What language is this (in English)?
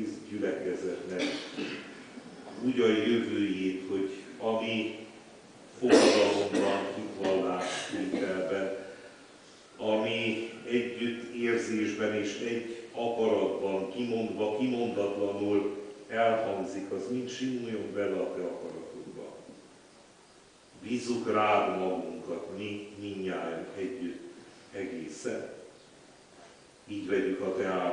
Hungarian